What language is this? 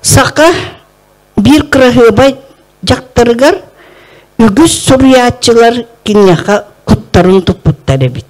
Yakut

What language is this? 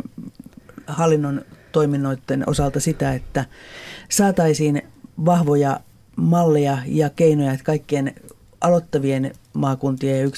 Finnish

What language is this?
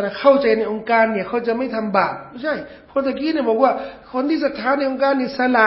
Thai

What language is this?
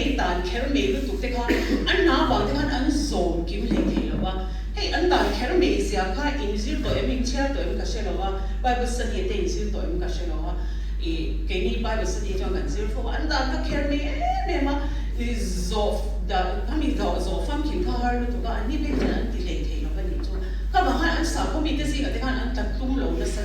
Mizo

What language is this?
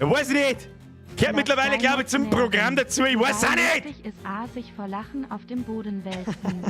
Bavarian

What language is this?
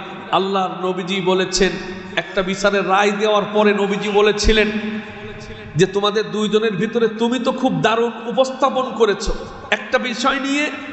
Bangla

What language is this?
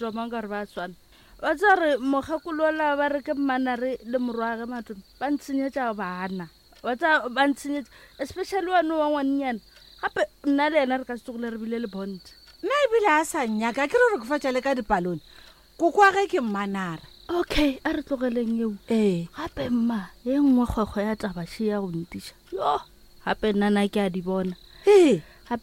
Northern Sotho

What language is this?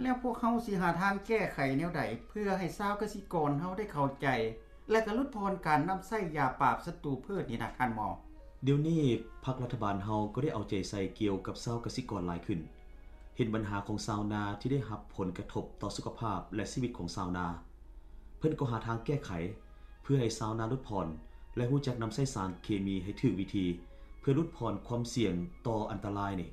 Lao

